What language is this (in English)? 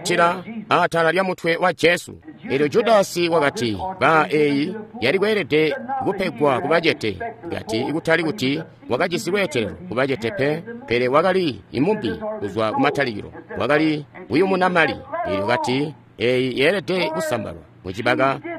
Tonga (Zambia)